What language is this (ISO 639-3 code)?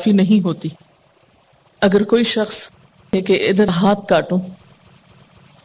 urd